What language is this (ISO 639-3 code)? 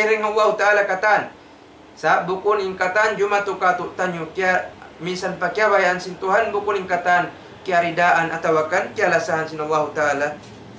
tsg